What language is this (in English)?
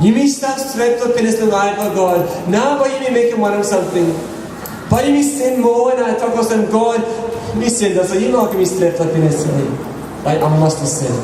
Tok Pisin